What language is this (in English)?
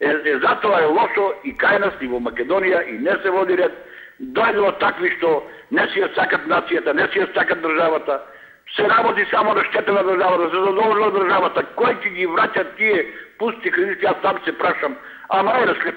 Macedonian